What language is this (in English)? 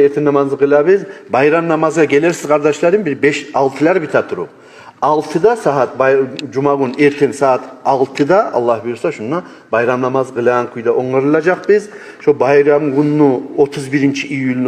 Kumyk